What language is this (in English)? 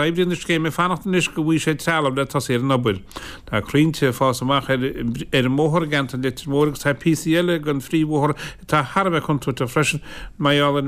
Irish